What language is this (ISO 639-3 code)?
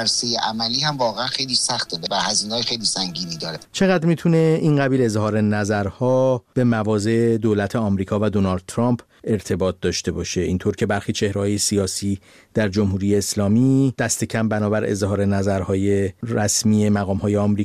fas